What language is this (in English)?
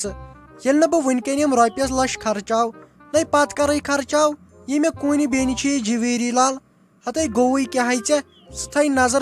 Kashmiri